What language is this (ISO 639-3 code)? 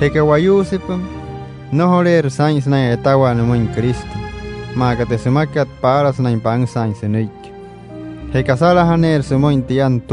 guc